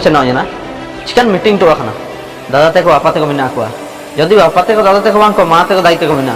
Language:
Ho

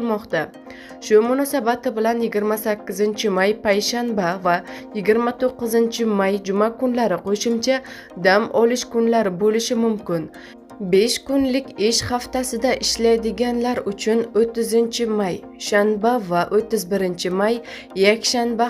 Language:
Uzbek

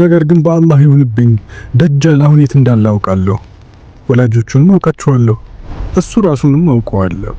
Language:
Amharic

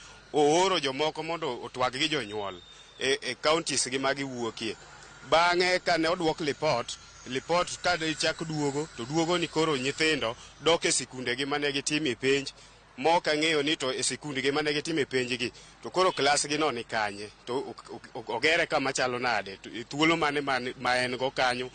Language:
Luo (Kenya and Tanzania)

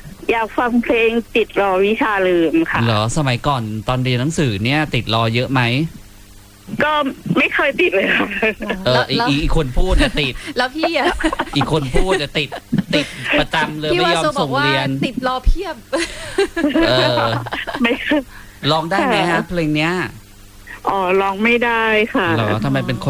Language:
Thai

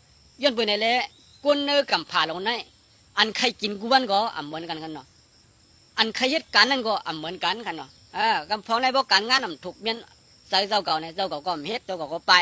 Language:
Shan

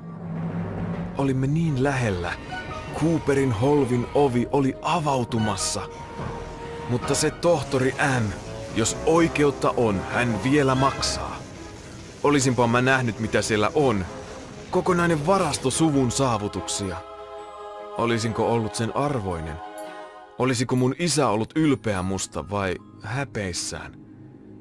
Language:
Finnish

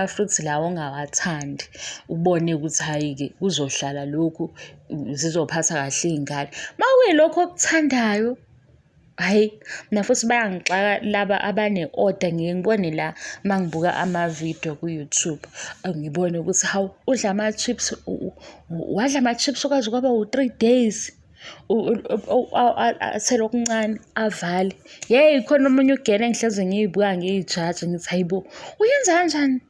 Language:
Zulu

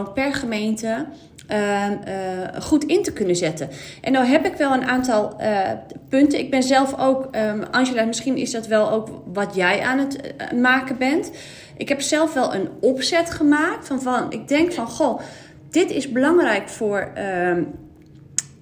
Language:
Dutch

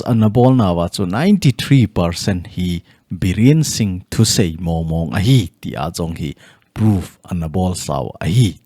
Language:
Thado Chin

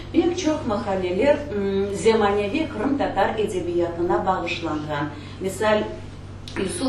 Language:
Crimean Tatar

